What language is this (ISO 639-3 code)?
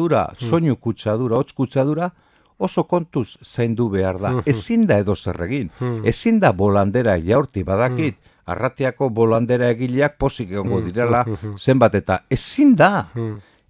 eus